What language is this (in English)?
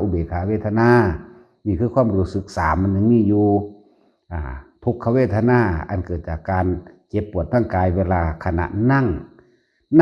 Lao